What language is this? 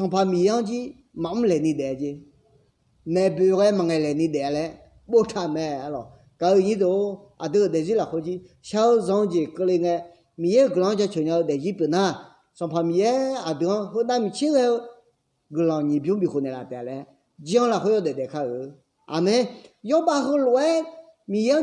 Akha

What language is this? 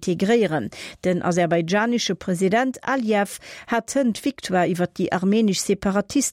Luxembourgish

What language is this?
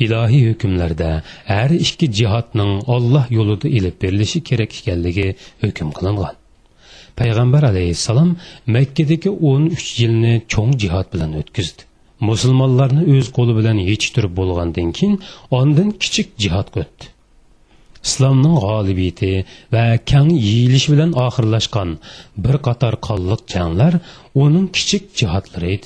Uyghur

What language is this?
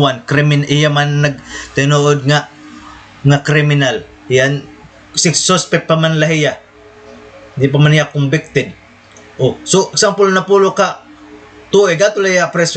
Waray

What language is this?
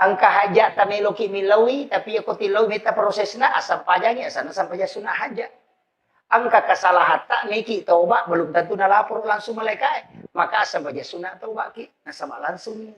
Buginese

